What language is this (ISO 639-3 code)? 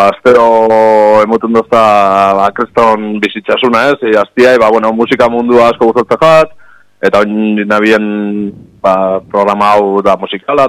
eus